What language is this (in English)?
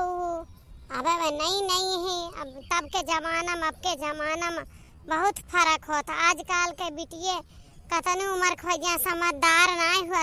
Awadhi